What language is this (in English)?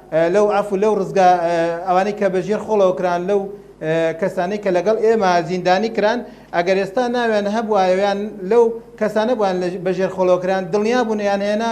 Central Kurdish